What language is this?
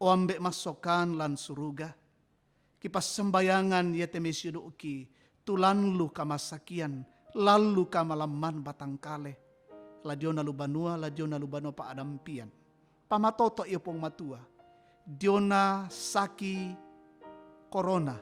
Toraja-Sa'dan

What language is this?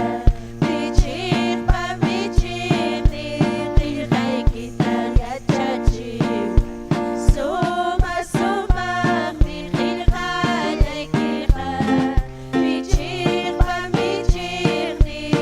Ayacucho Quechua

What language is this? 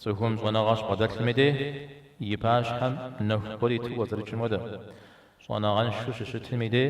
Kabardian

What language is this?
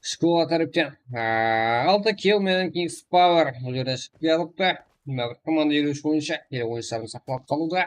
Kara-Kalpak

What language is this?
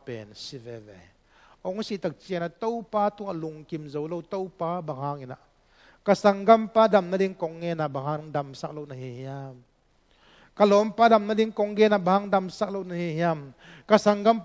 Tedim Chin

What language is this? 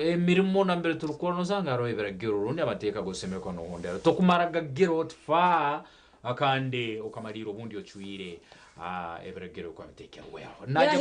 Nyankole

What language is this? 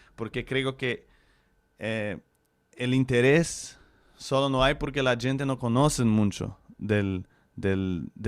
Ladino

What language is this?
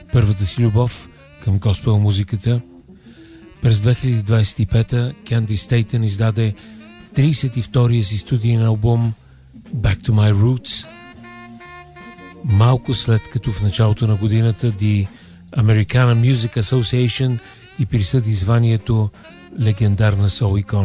Bulgarian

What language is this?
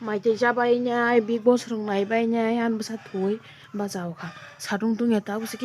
Kok Borok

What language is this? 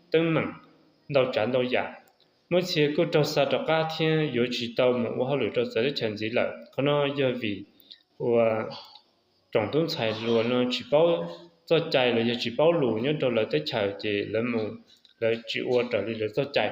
Hmong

